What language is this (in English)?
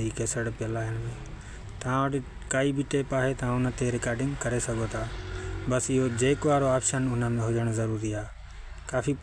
Sindhi